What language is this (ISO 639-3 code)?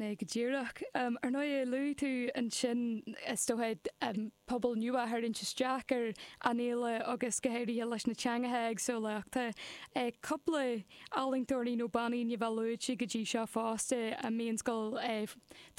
gle